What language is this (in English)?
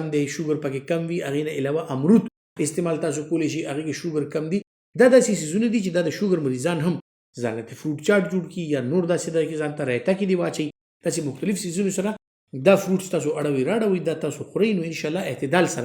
Pashto